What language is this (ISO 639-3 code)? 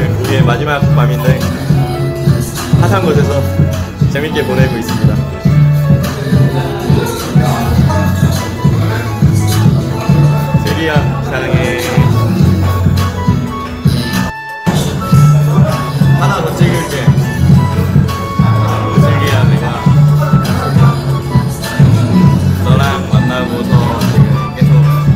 kor